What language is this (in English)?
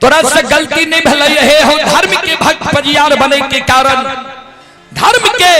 Maithili